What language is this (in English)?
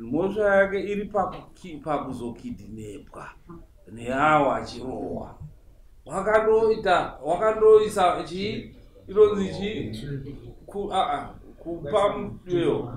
Shona